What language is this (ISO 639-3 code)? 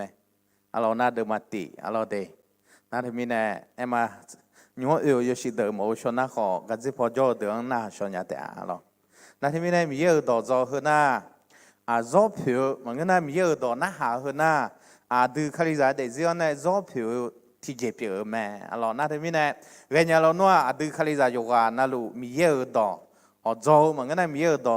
ahk